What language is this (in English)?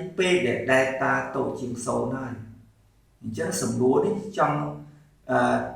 Khmer